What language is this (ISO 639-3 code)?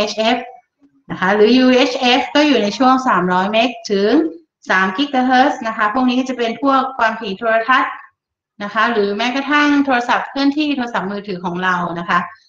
tha